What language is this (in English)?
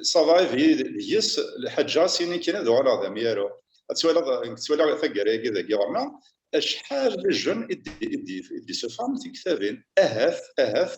Kabyle